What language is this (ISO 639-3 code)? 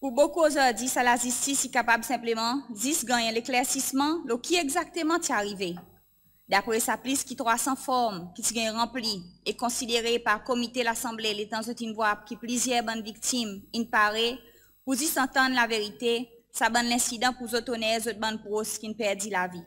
crs